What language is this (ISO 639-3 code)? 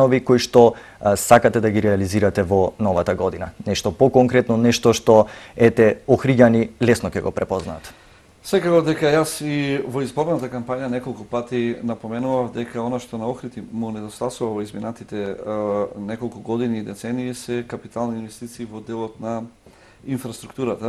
mkd